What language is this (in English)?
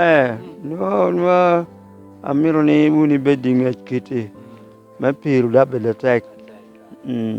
Lango (Uganda)